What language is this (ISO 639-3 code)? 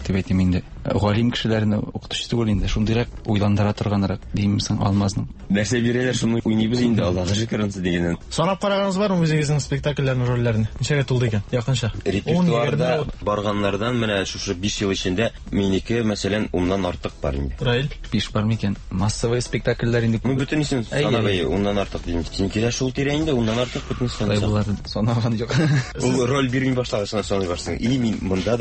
tat